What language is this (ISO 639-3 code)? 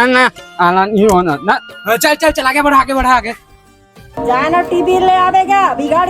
hne